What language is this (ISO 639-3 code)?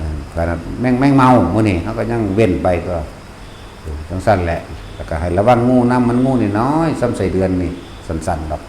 tts